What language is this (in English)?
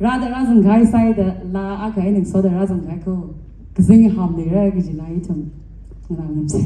Tangkhul Naga (India)